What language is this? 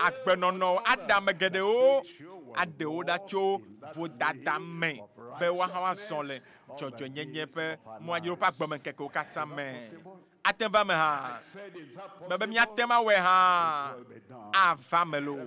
Ewe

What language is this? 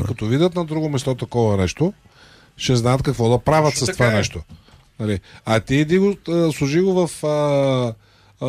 Bulgarian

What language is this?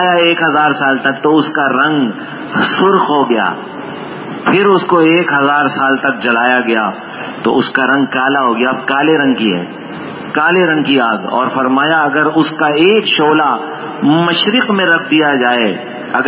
Urdu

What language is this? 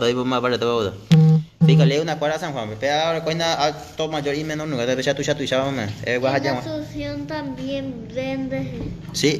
Guarani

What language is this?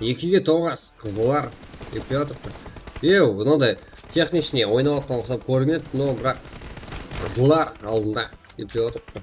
Kara-Kalpak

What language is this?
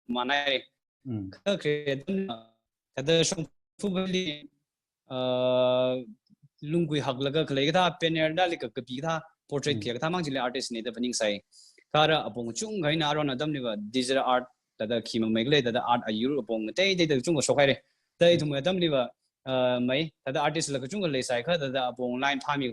Tangkhul Naga (India)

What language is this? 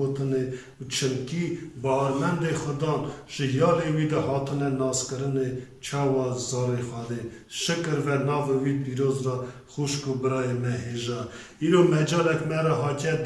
Kurdish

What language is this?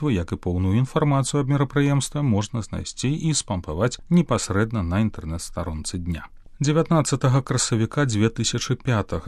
Belarusian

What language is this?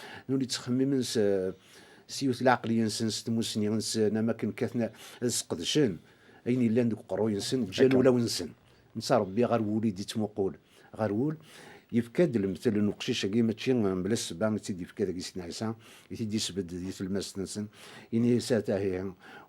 Kabyle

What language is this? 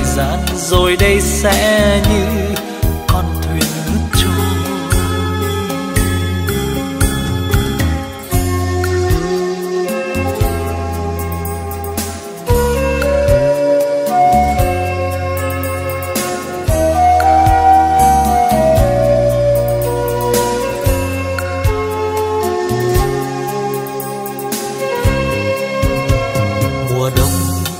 Vietnamese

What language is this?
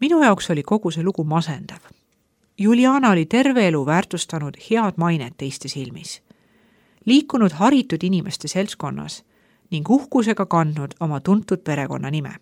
Estonian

